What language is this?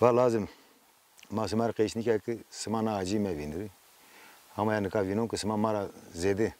Zaza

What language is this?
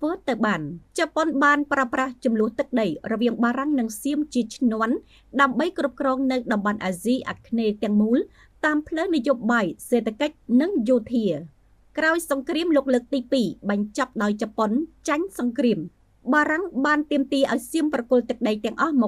Khmer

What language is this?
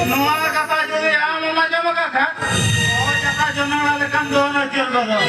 Santali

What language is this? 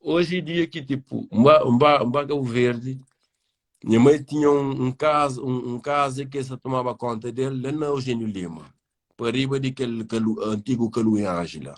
Kabuverdianu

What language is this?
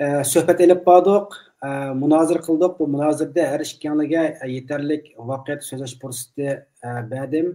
Uyghur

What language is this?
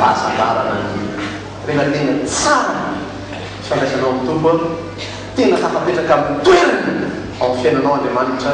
Malagasy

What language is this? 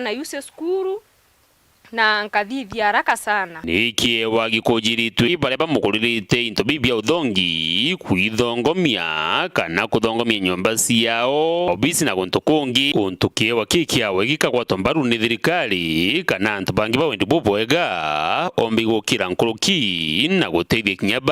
Meru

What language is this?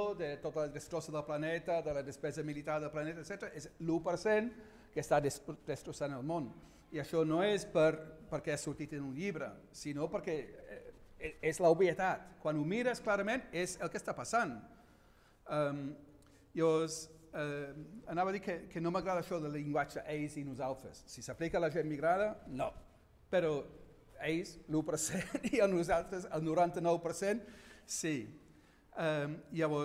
Catalan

